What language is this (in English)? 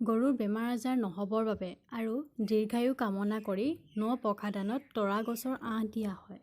Assamese